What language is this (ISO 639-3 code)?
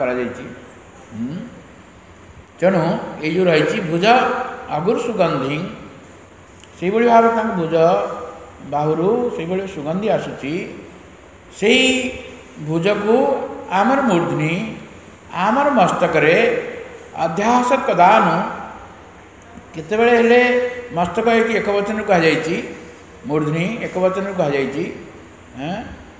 ori